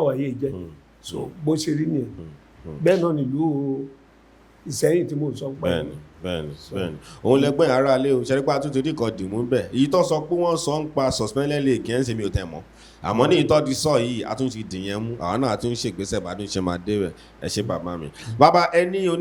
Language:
Yoruba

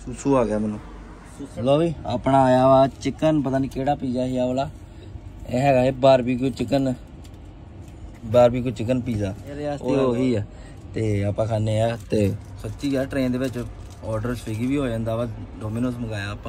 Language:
Punjabi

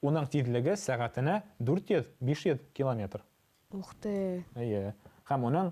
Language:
Bashkir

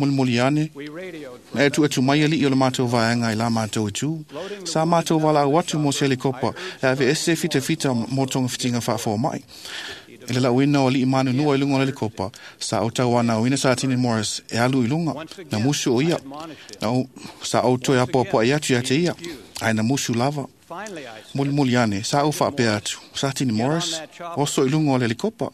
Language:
Samoan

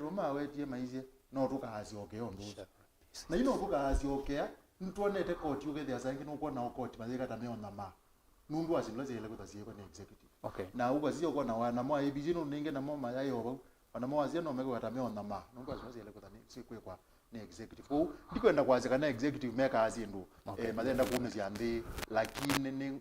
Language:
Kamba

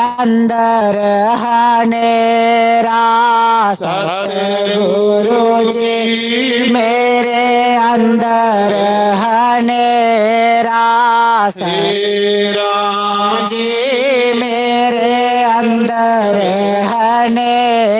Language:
Dogri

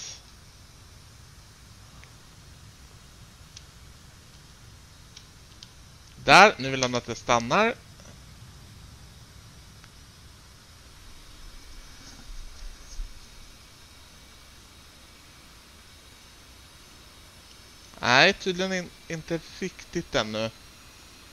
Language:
Swedish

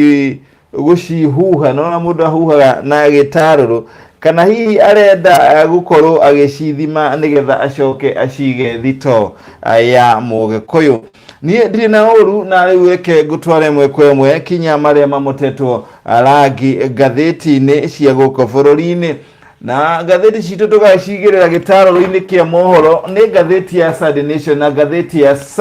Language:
Kikuyu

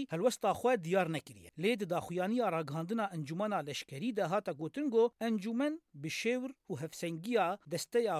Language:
Kurdish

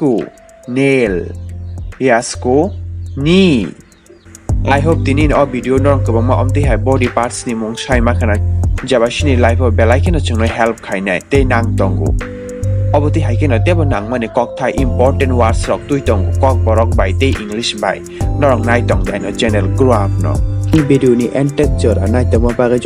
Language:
Kok Borok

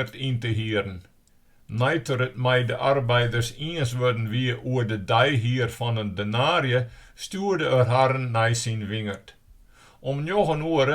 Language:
Western Frisian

